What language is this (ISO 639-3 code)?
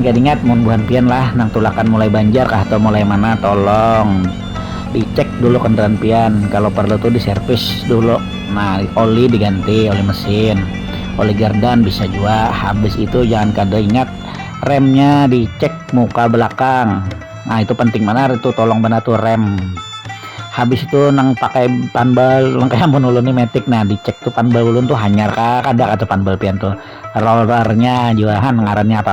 bjn